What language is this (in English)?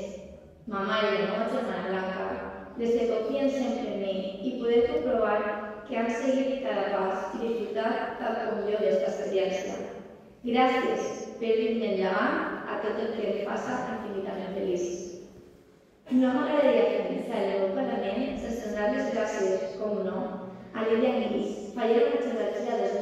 Catalan